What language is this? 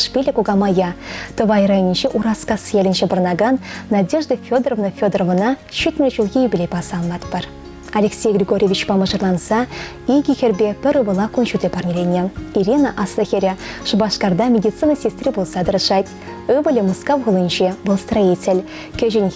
Chuvash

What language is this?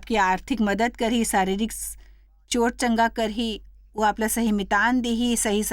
Chhattisgarhi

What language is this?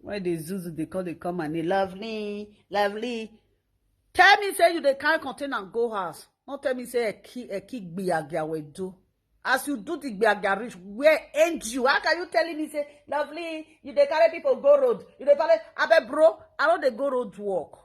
Nigerian Pidgin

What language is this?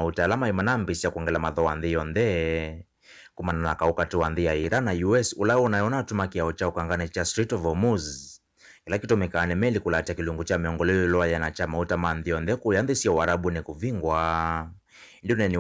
Kamba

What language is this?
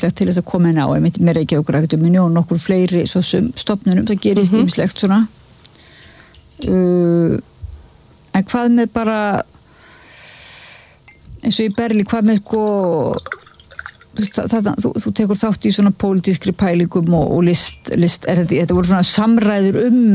Icelandic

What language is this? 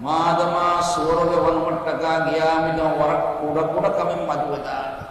Divehi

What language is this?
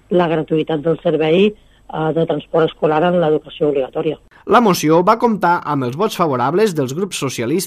Catalan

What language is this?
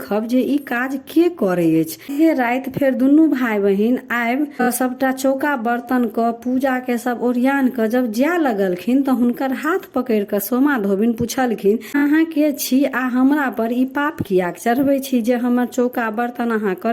Maithili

